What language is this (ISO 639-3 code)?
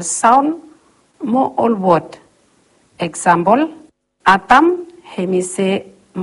bis